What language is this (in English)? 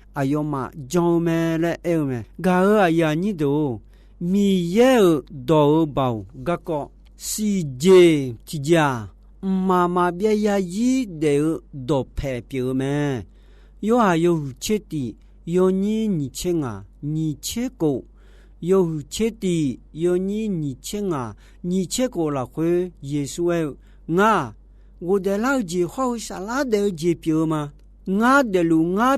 Akha